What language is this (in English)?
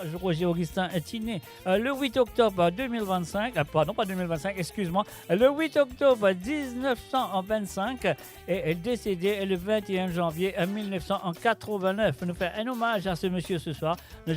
Morisyen